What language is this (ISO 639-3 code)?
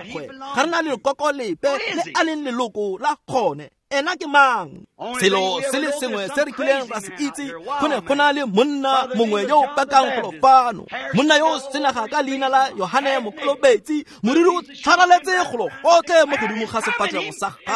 tsn